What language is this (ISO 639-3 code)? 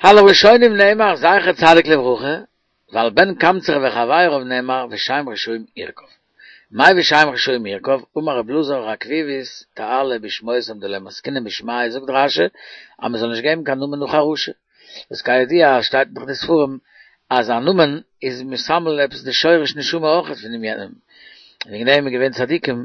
yid